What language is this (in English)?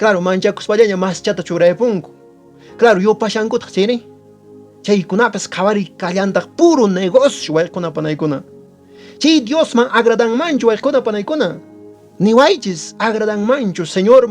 Quechua